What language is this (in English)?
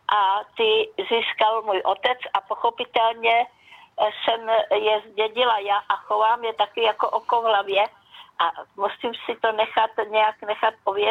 Czech